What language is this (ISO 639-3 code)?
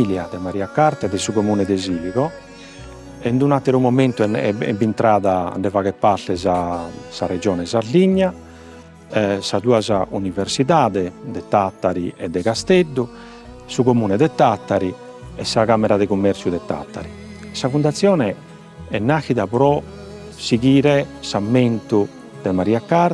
srd